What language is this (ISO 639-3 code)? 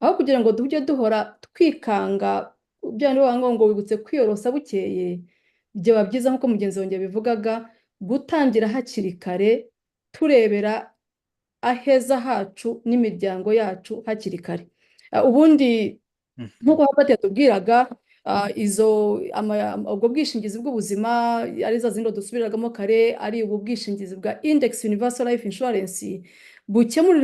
kin